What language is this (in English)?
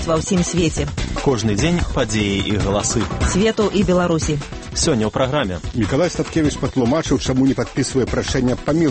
Belarusian